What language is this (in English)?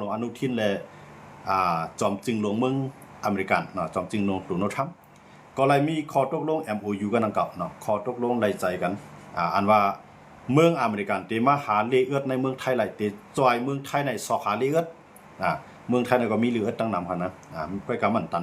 Shan